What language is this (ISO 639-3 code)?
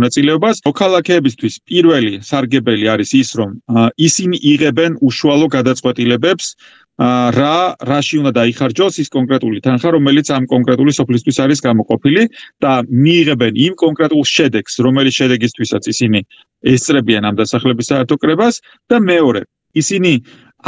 kat